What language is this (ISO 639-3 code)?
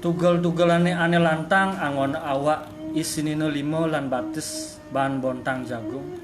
ban